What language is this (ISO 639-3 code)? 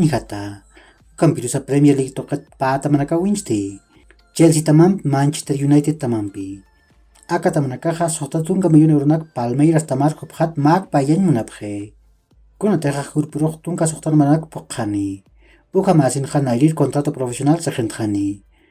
aym